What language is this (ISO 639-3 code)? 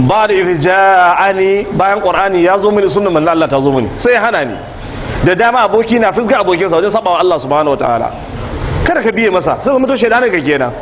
hau